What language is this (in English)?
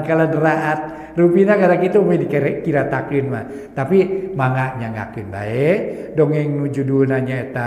Sundanese